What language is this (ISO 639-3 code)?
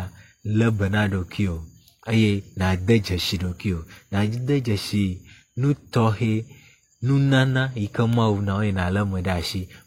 ewe